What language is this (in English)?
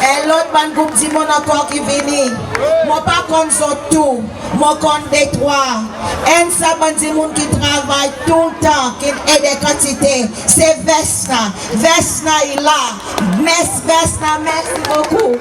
Seselwa Creole French